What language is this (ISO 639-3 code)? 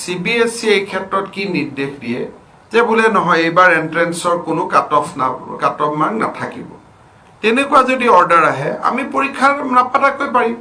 asm